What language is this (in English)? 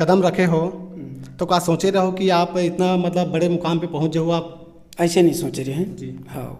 Chhattisgarhi